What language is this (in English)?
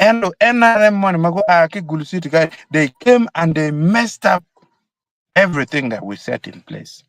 Acoli